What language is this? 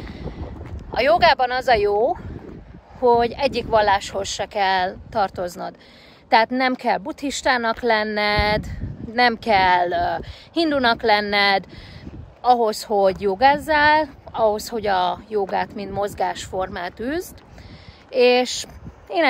Hungarian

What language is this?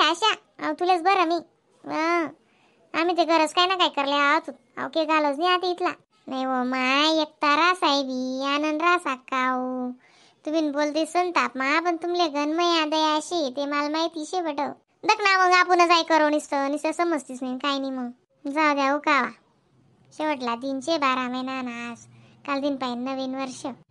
Khandesi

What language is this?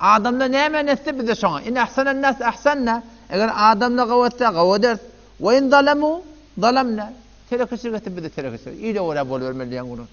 Turkmen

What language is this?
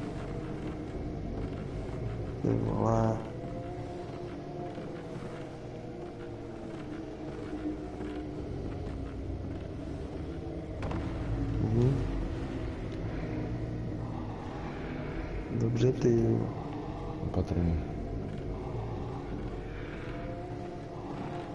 Czech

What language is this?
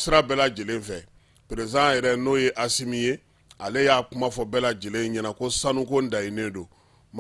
Bambara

